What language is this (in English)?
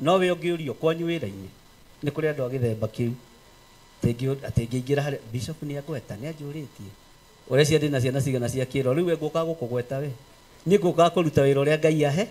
Kikuyu